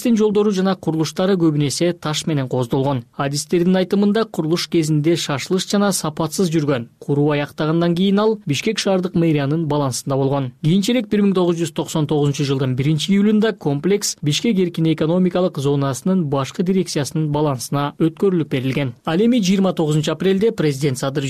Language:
Kyrgyz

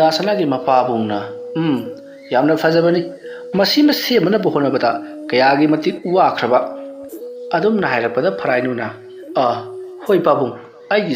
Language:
Manipuri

